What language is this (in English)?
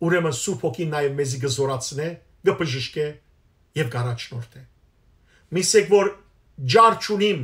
Western Armenian